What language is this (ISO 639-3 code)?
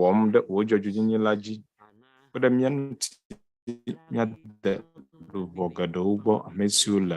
ewe